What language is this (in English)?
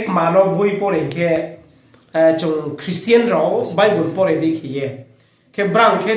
Riang (India)